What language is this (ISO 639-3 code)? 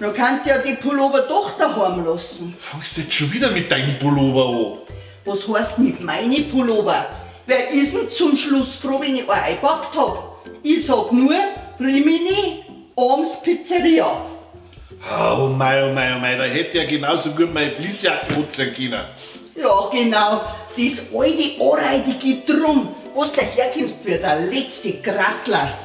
bar